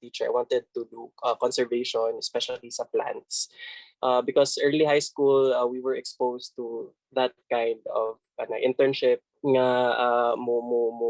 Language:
Cebuano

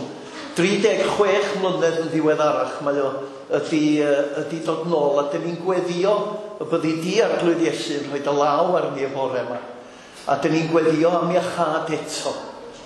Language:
Welsh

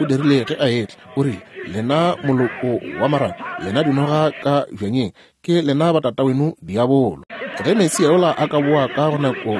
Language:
Northern Sotho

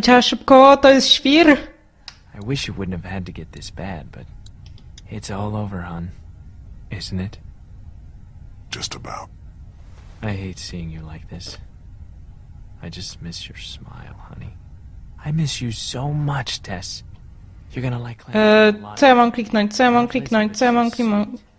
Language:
Polish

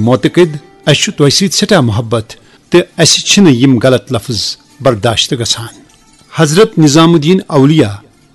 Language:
Kashmiri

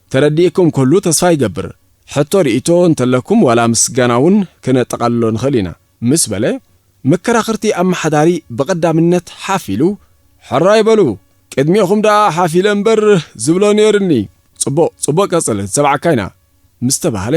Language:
Tigrinya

